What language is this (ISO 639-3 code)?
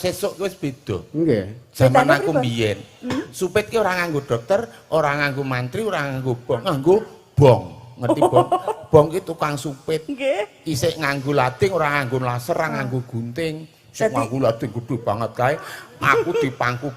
jav